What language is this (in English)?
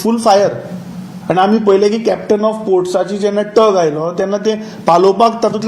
Konkani